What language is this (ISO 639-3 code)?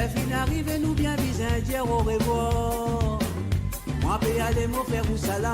mfe